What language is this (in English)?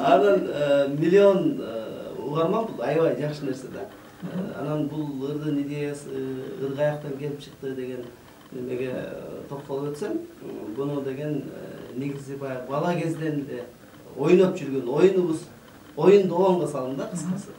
Kyrgyz